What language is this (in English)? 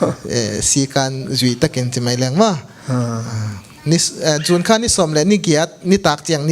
Tedim Chin